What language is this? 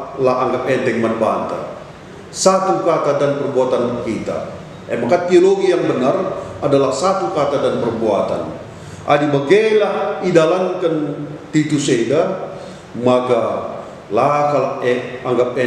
Batak Karo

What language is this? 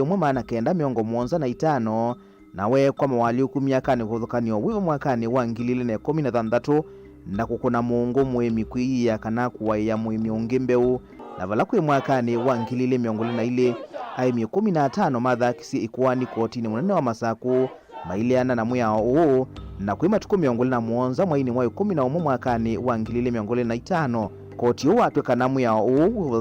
Kamba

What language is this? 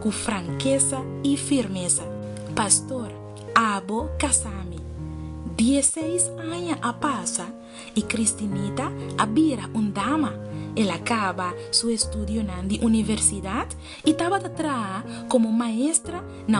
Papiamento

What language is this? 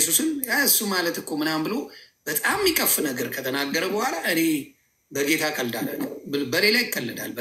Amharic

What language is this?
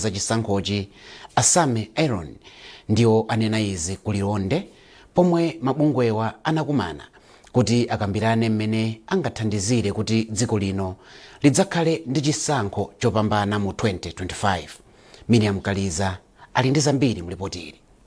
Nyanja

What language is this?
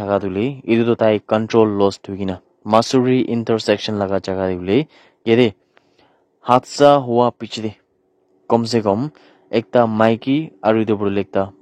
Naga Pidgin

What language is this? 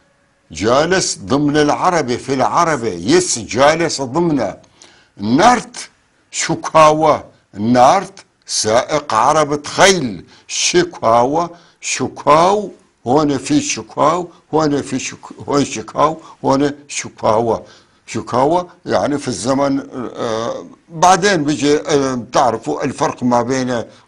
North Levantine Arabic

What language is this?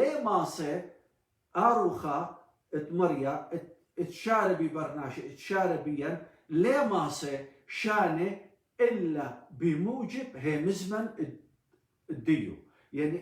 Assyrian Neo-Aramaic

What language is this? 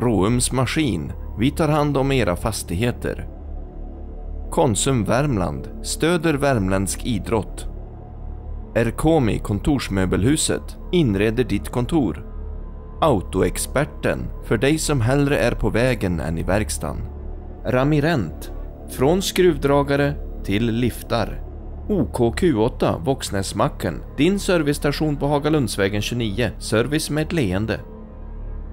Swedish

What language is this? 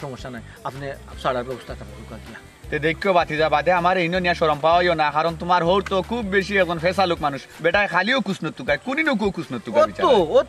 Sylheti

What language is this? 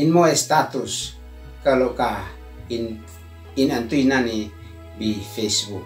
Uab Meto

